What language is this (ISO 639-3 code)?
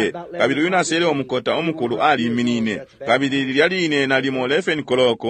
bem